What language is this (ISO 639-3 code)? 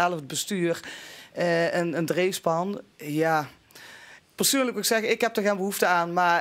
lim